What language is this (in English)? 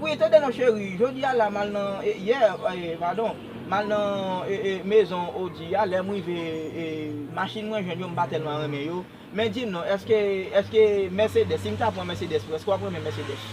Haitian Creole